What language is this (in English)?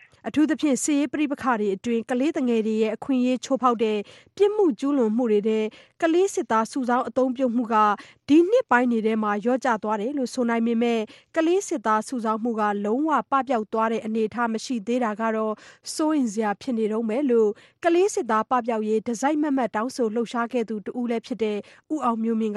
Burmese